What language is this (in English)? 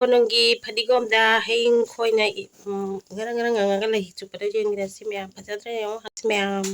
Manipuri